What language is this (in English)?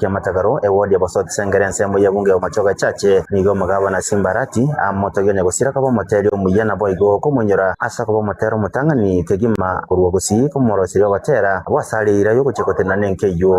Gusii